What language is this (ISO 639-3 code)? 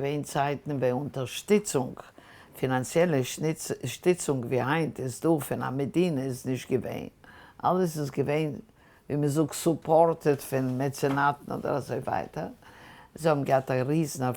yid